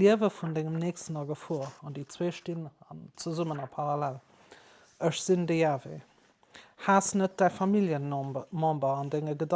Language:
Luxembourgish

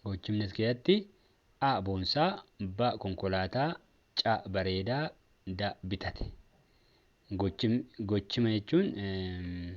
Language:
Oromo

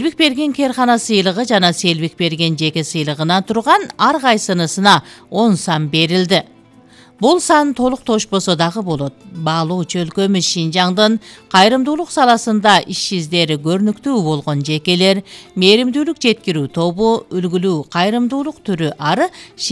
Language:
Kyrgyz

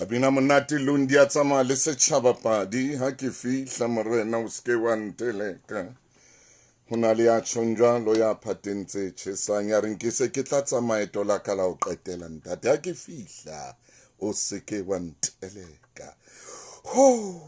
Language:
Southern Sotho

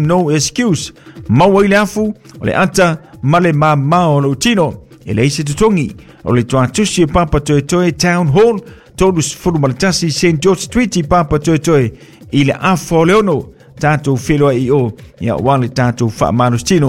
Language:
Samoan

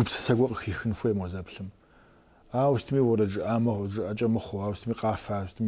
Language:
Kabardian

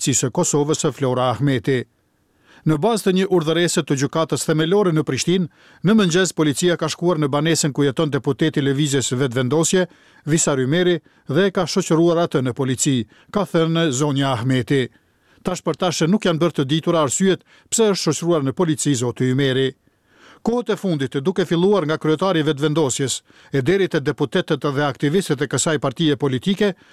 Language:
Albanian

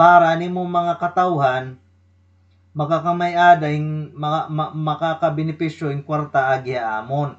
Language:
Waray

